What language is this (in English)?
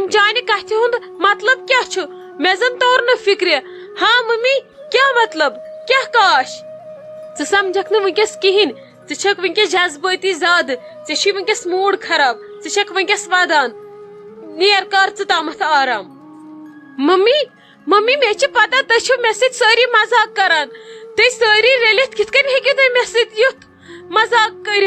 Kashmiri